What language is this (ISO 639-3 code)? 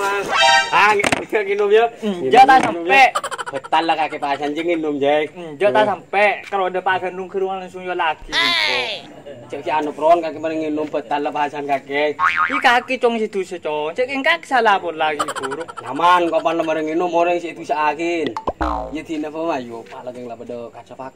mad